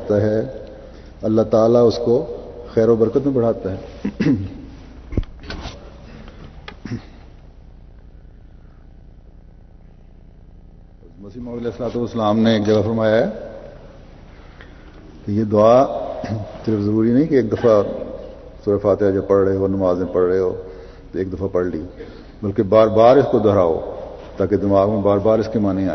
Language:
Urdu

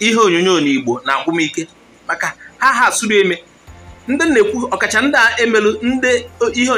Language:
Igbo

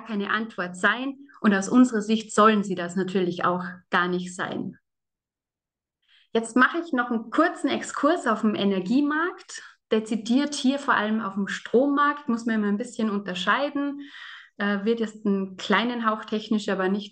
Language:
German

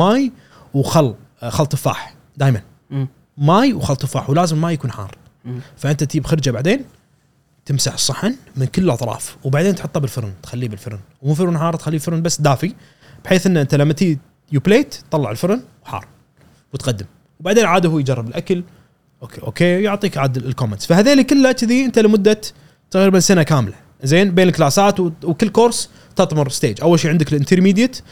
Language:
Gulf Arabic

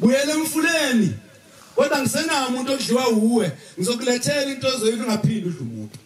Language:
Zulu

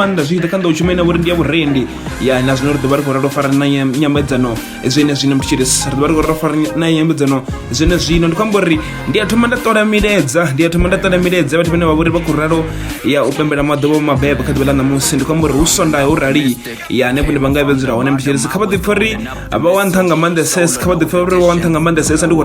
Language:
Venda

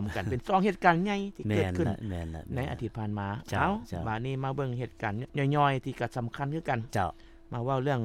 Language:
Lao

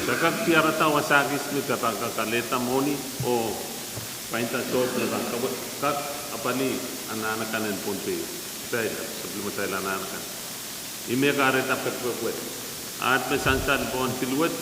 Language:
Pohnpeian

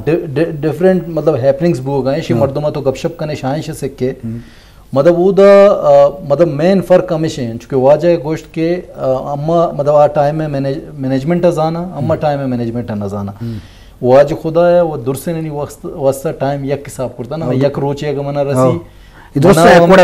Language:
Eastern Balochi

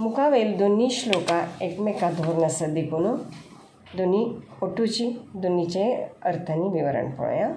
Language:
Konkani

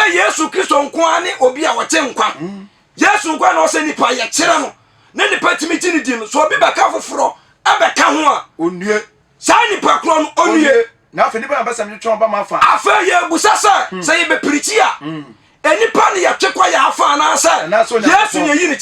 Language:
Akan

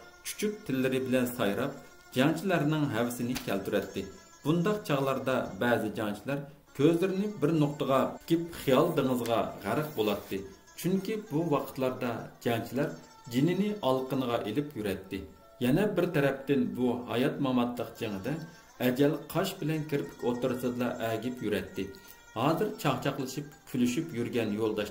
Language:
Uyghur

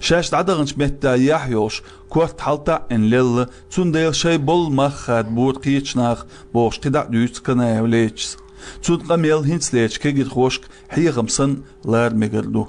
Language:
Chechen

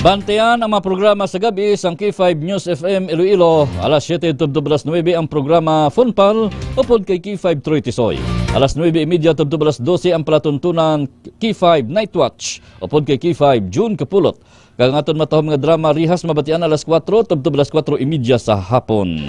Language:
Hiligaynon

